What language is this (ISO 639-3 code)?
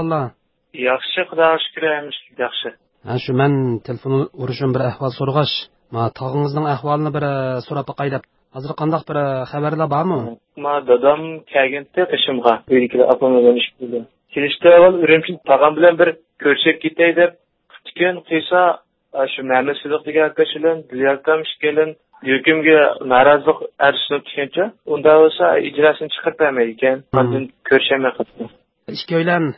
uig